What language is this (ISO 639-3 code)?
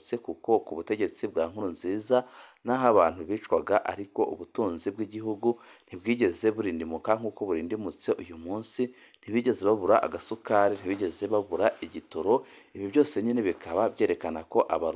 run